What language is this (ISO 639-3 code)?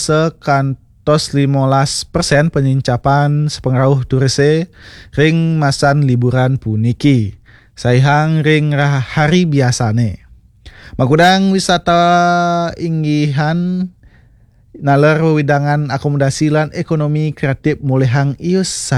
ban